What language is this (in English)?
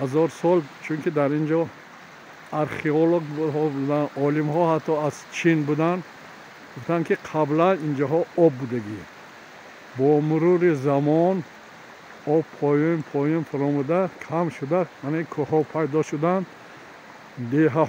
Tajik